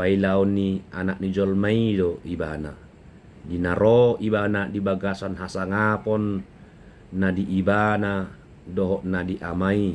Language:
Batak Toba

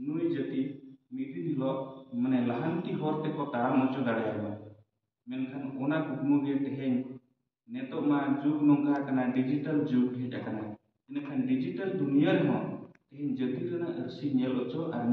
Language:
Santali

